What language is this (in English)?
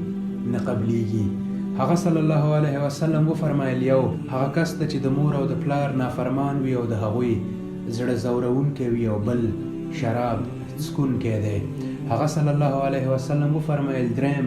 Pashto